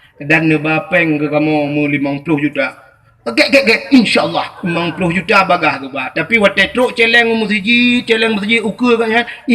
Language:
Achinese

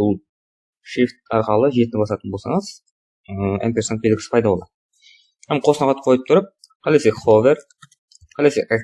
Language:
Kara-Kalpak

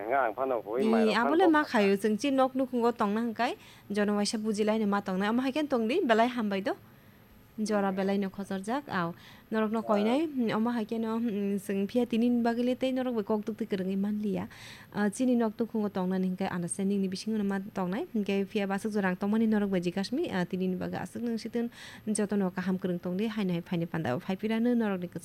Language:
Kok Borok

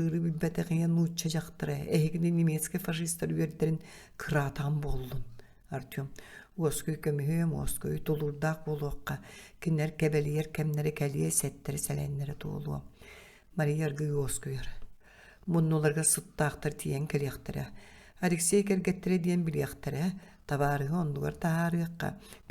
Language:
Yakut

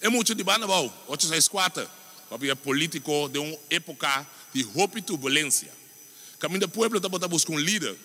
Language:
Papiamento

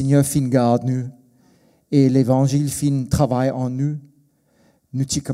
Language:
Morisyen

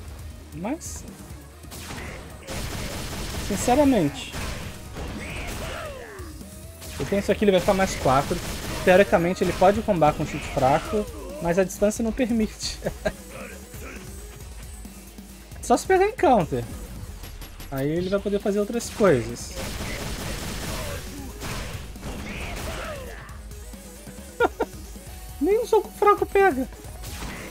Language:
Portuguese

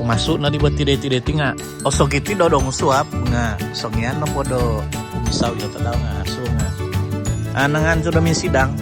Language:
Central Dusun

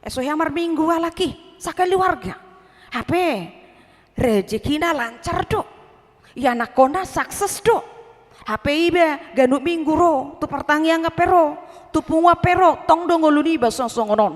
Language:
Batak Toba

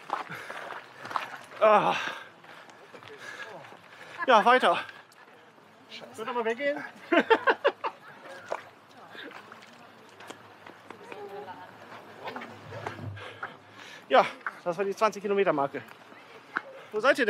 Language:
German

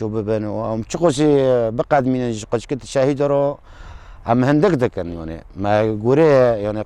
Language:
Kurdish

